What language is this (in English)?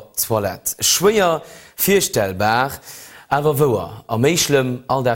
Luxembourgish